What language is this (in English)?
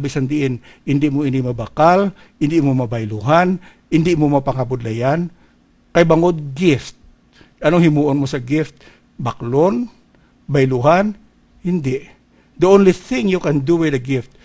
Hiligaynon